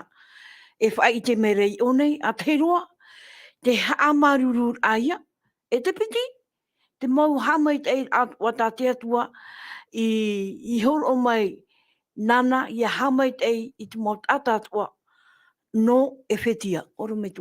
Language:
Tahitian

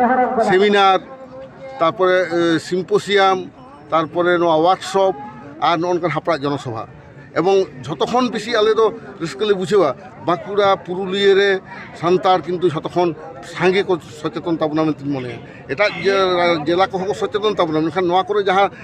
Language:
Santali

